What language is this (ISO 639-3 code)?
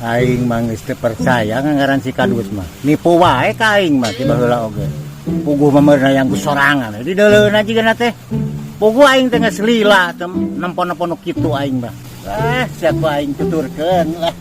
sun